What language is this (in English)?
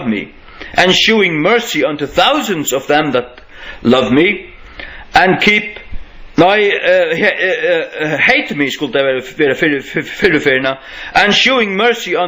Faroese